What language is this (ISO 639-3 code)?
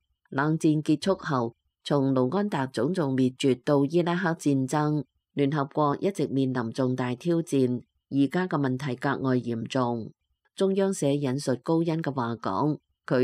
yue